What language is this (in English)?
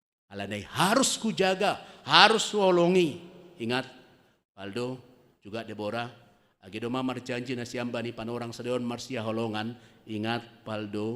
Batak Simalungun